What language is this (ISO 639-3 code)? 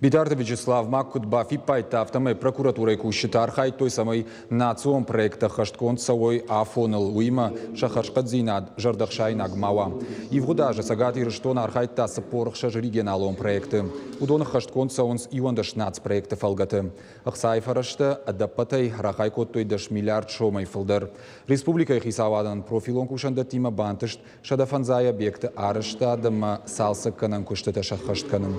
oss